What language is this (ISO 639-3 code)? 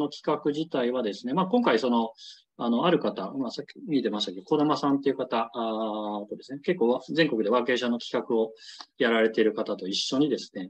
jpn